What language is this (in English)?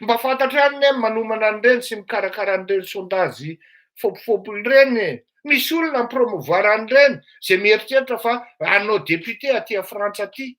Malagasy